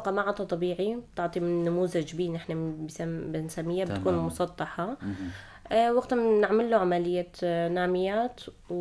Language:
North Levantine Arabic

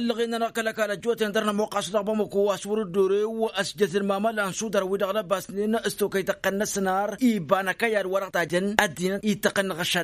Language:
Tamasheq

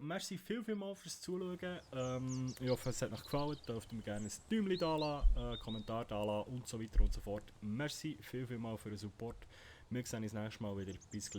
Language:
Swiss German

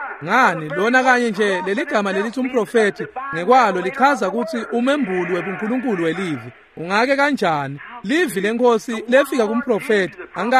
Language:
Swati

